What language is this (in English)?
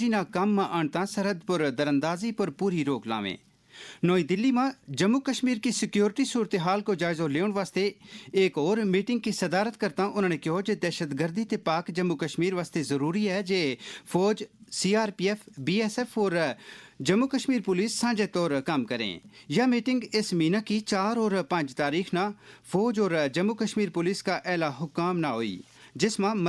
Gujari